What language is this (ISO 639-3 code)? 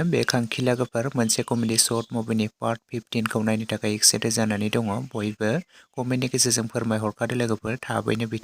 brx